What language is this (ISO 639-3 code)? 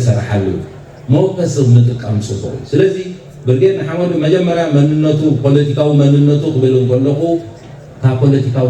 tir